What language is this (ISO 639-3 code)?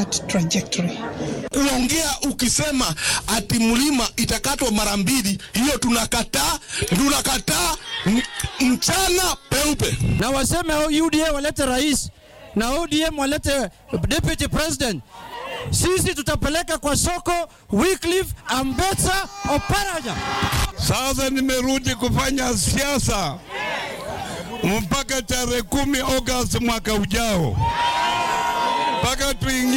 swa